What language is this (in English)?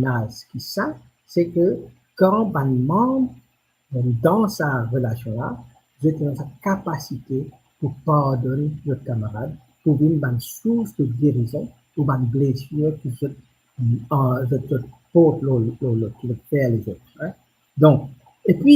Morisyen